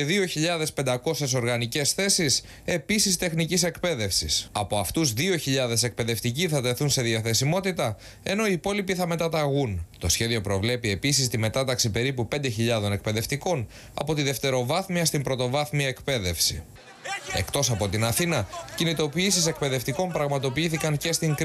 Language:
Greek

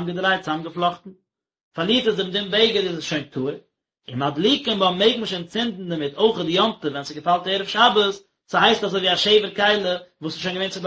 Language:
Yiddish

